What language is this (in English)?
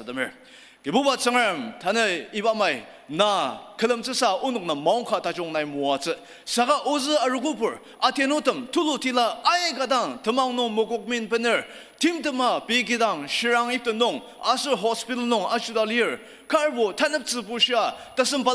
Ao Naga